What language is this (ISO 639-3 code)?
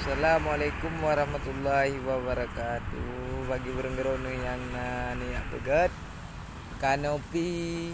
ace